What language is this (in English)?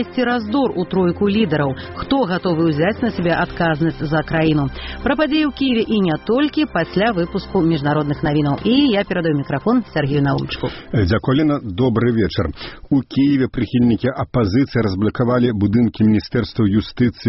Belarusian